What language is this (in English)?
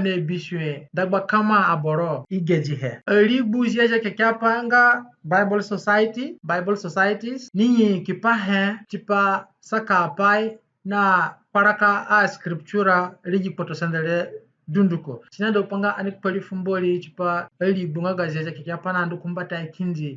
Zande (individual language)